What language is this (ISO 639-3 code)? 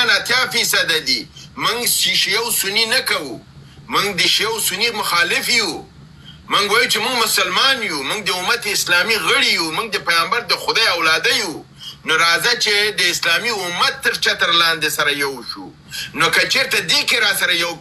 pus